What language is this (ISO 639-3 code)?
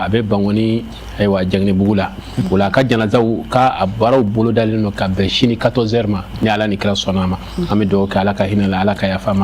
bam